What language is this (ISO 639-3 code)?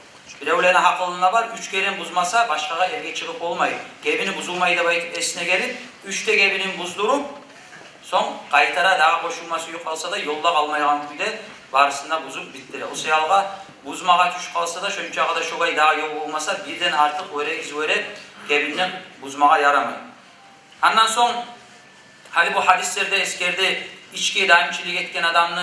kum